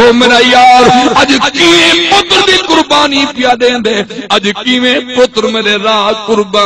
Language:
Saraiki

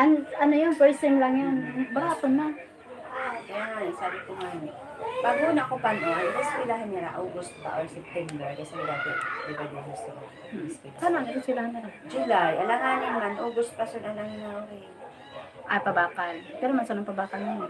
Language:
Bikol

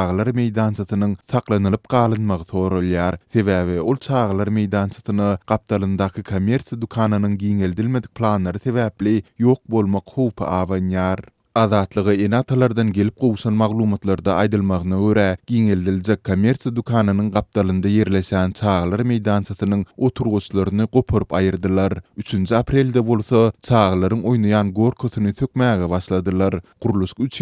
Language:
Turkmen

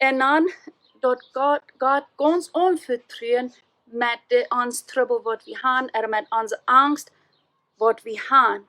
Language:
Plautdietsch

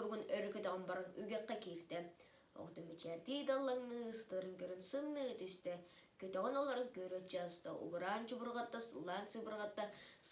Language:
Yakut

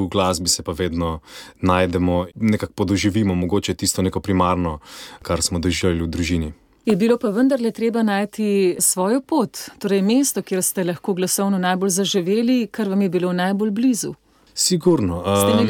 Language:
Slovenian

